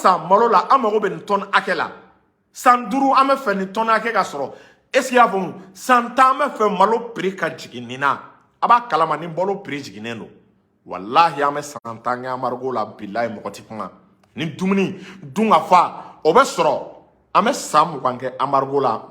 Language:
Bambara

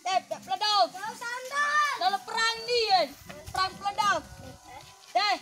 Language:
Sasak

